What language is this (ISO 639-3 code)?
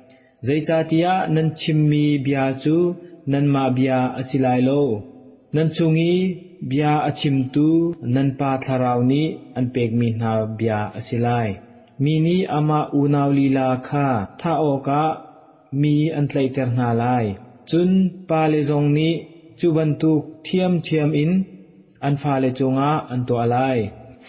cnh